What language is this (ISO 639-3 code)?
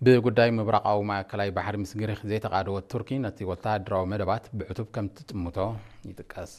tir